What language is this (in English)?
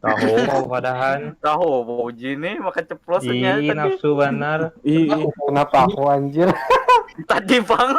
Banjar